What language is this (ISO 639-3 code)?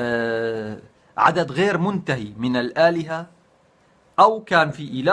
apc